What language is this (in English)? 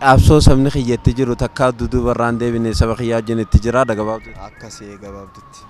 Oromo